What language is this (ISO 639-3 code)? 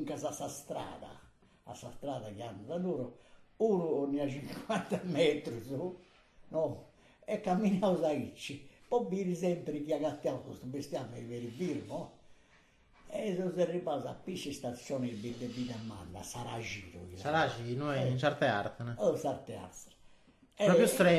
srd